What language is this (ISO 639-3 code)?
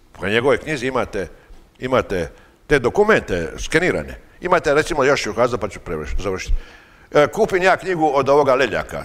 hrv